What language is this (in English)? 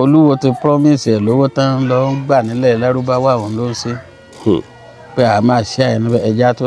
Yoruba